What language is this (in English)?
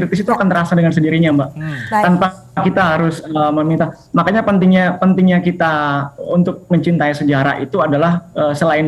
Indonesian